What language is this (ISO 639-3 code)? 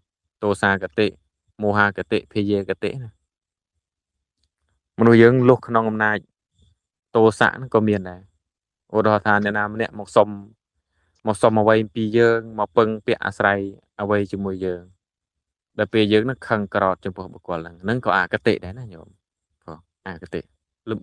khm